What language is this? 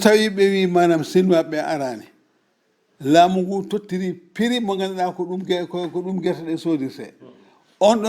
Fula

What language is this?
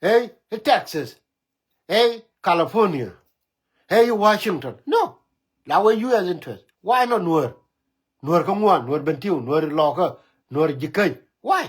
Nuer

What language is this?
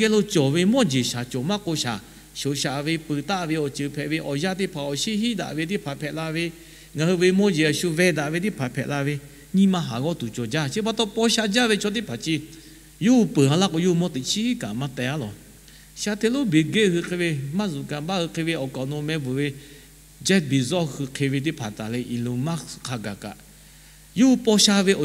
Lahu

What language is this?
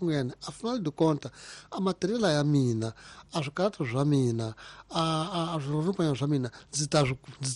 Tsonga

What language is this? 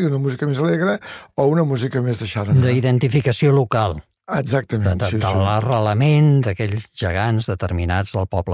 Catalan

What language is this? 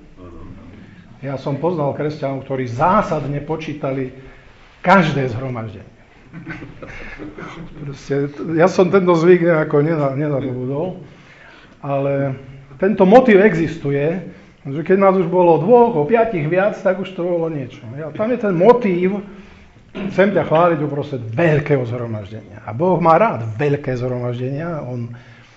Slovak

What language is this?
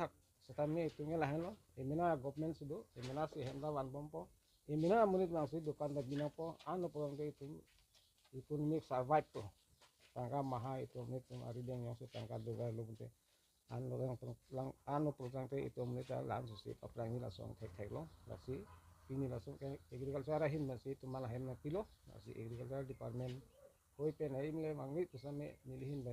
Karbi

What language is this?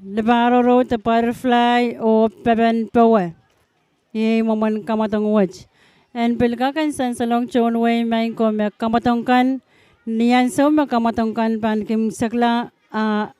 Pohnpeian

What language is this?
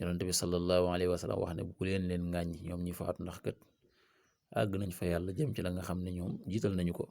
Wolof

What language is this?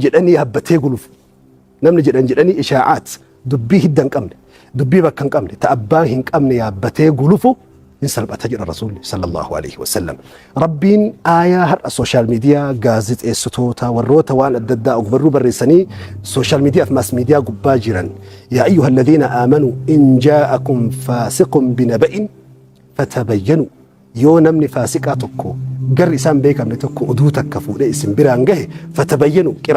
Oromo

